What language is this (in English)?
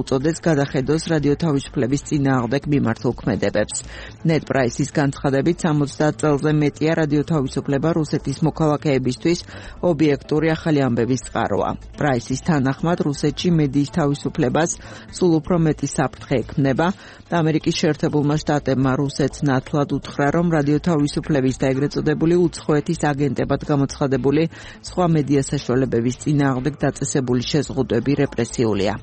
Georgian